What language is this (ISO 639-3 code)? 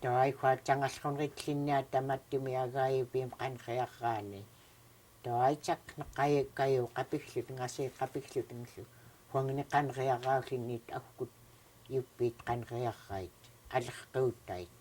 esu